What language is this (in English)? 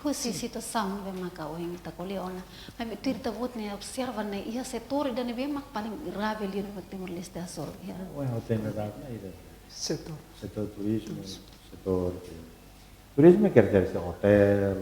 Tetum